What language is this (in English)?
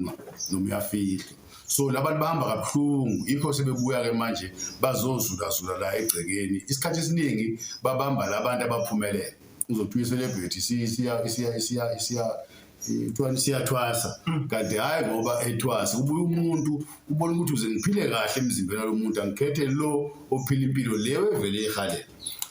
Zulu